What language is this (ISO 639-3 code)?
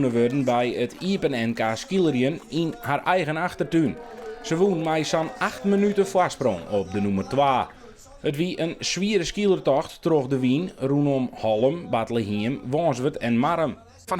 fry